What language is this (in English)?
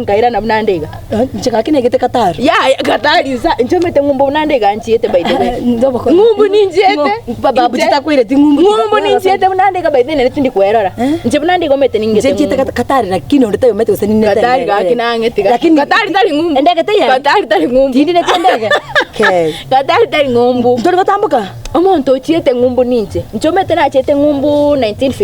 Gusii